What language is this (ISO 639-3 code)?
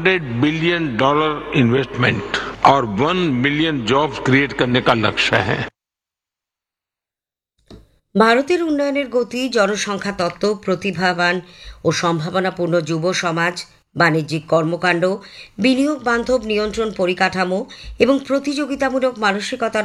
ben